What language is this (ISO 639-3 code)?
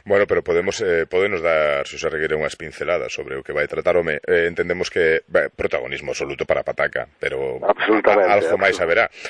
glg